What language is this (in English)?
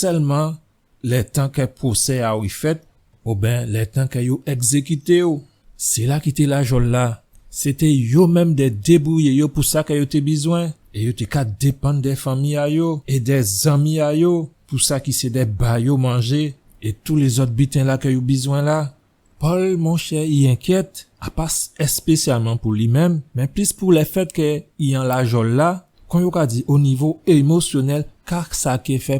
Guadeloupean Creole French